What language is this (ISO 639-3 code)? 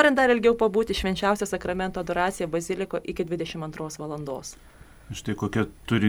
lit